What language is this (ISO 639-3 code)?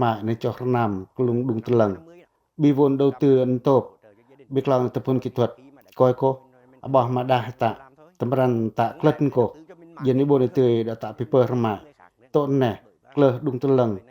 pac